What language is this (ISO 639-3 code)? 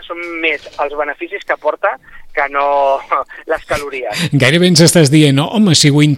cat